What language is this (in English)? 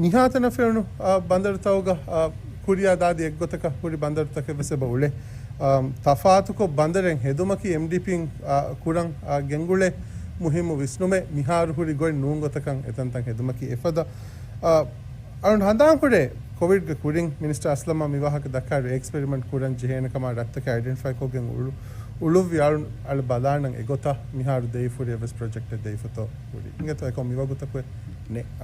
Divehi